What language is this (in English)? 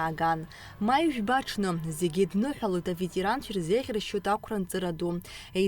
Abkhazian